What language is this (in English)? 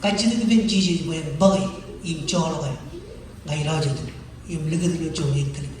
Marshallese